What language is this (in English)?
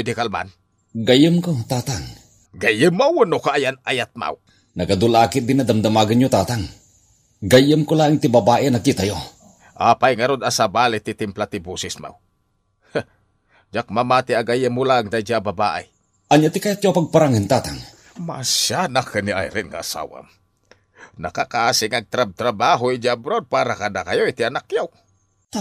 Iloko